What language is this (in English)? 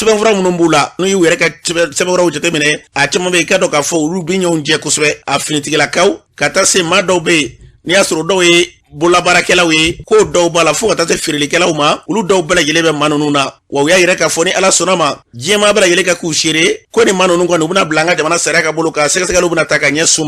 Bambara